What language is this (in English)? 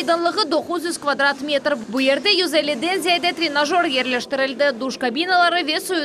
Crimean Tatar